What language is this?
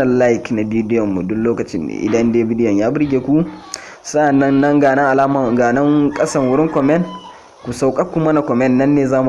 Hausa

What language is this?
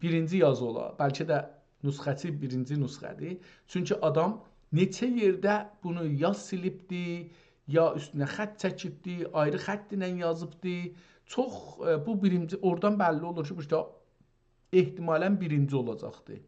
South Azerbaijani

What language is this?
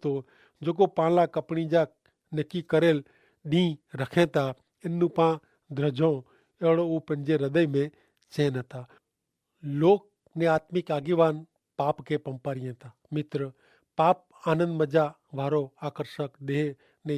Kachhi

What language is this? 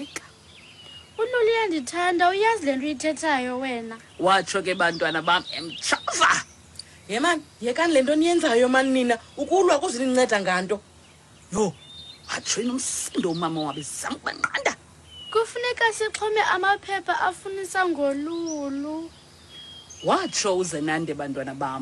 Xhosa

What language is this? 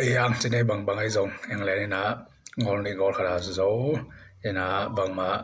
Tedim Chin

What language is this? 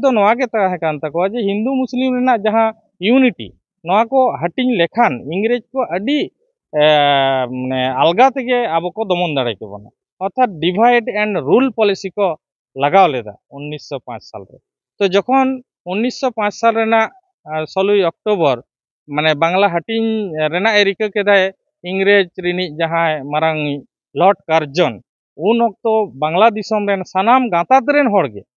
Santali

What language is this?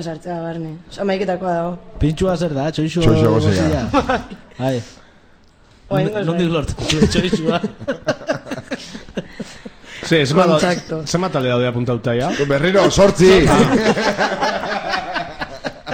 Basque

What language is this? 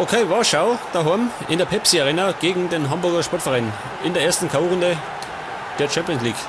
Bavarian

